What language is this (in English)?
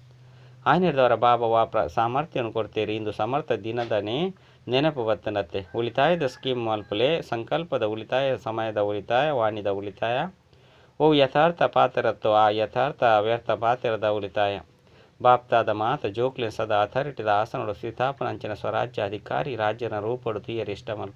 Tulu